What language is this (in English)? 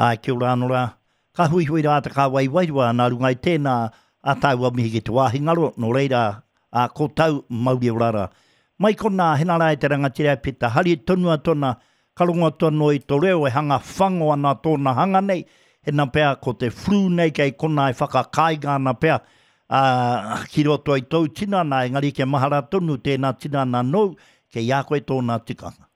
Māori